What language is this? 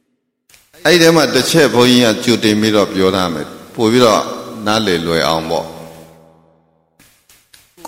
Burmese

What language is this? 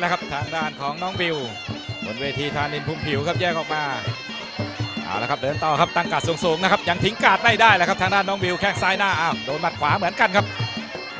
Thai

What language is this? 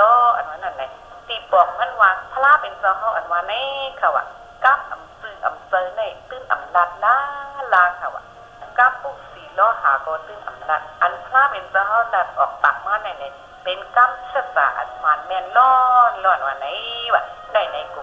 Shan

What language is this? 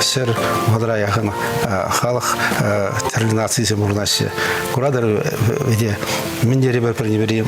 Chuvash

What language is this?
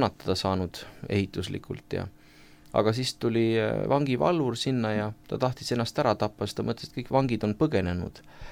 Estonian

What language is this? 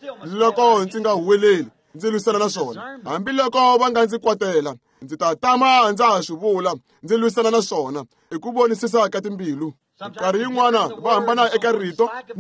Tsonga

